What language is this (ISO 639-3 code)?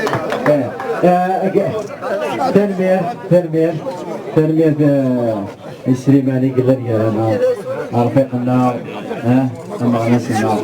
kab